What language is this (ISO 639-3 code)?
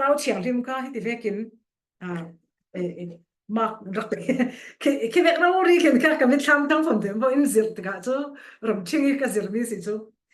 cfm